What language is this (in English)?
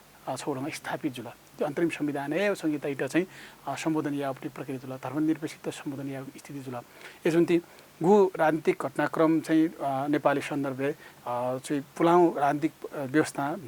Newari